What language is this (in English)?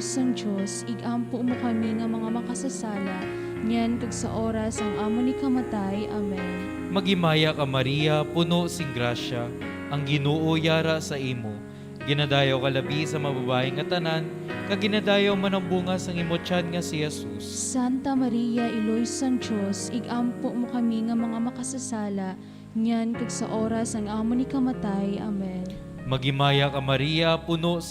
Hiligaynon